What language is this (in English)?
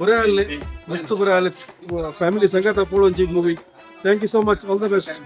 Konkani